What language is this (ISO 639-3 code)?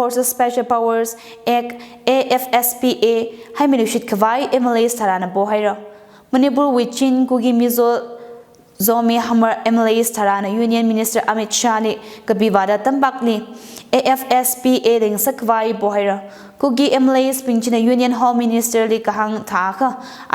nmf